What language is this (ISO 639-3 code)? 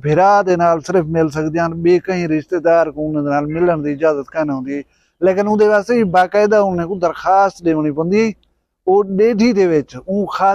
skr